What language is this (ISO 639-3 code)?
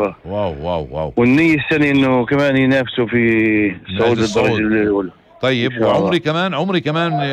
apc